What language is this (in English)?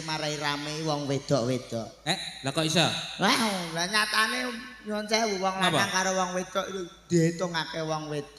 Javanese